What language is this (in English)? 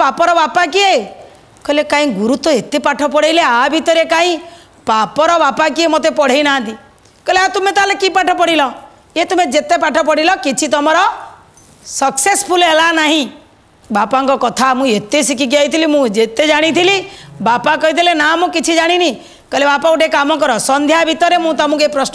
Odia